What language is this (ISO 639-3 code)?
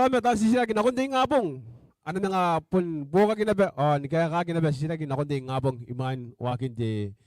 gil